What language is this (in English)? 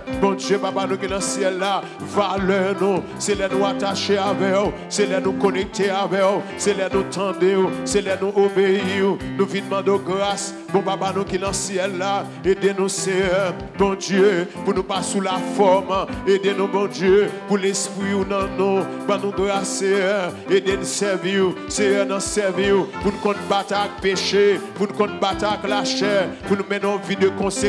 French